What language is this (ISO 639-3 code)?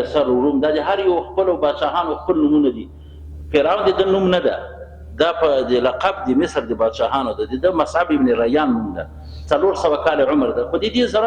pus